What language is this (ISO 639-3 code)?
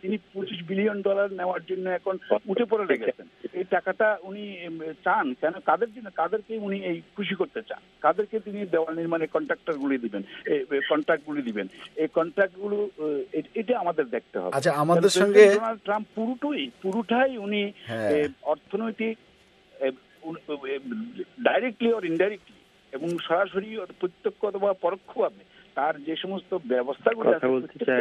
ben